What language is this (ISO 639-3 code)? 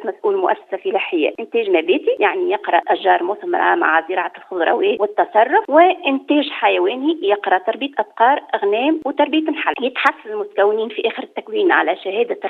aeb